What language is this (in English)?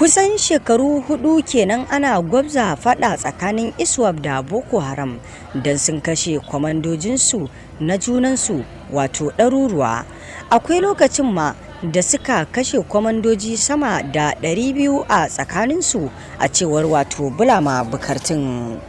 Hausa